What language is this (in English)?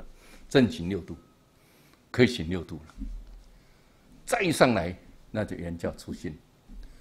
Chinese